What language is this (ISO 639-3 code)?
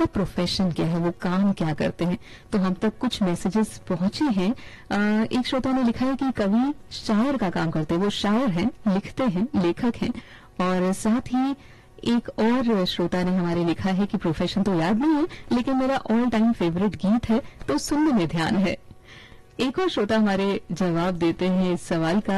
hin